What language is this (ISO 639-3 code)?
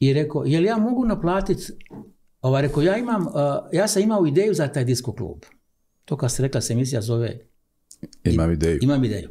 hrv